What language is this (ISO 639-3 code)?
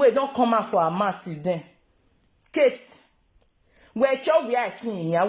pcm